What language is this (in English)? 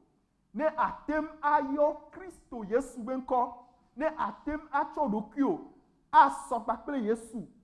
Ewe